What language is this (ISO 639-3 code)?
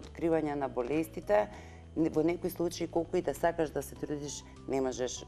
mkd